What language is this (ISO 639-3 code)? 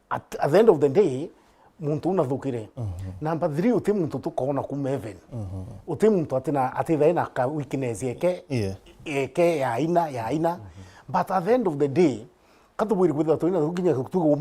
mer